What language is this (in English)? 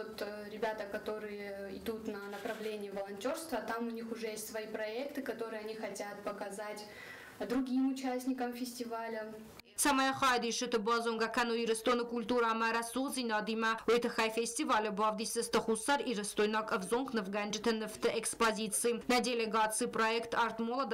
Ossetic